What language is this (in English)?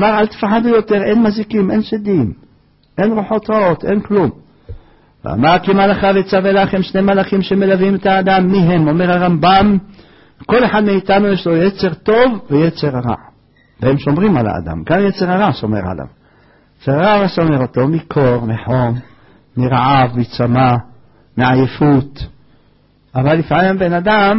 Hebrew